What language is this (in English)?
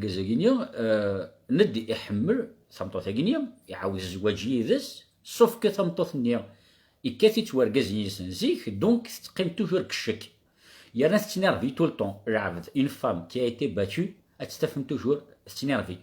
Kabyle